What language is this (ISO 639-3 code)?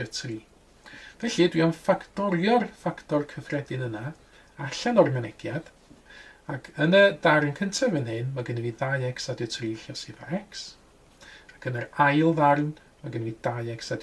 cym